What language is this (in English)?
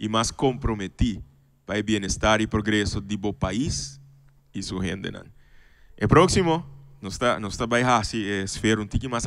Papiamento